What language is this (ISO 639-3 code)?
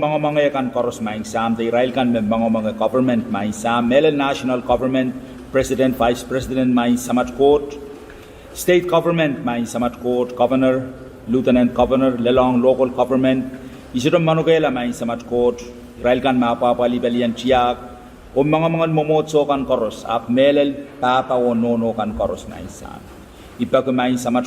pon